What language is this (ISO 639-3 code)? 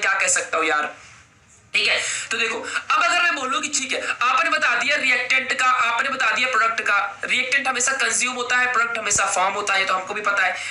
hin